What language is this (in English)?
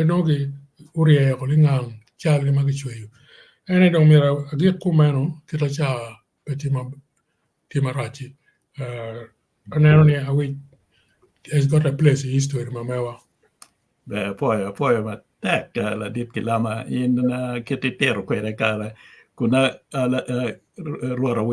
Acoli